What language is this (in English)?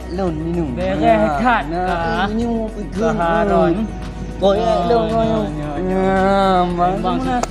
Achinese